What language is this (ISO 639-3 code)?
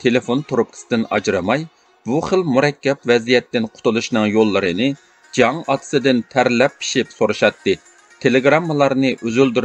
uig